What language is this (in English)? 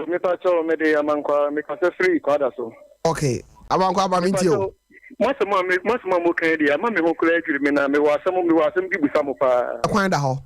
Akan